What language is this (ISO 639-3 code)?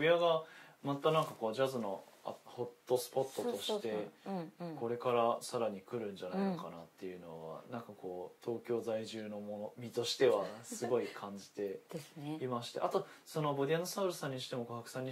jpn